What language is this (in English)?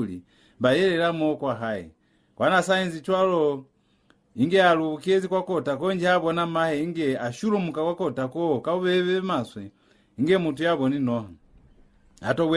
Lozi